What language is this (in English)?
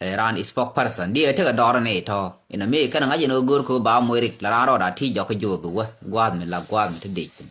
Nuer